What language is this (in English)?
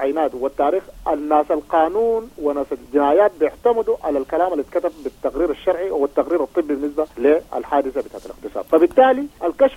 Sudanese Arabic